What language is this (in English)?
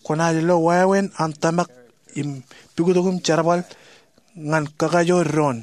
Marshallese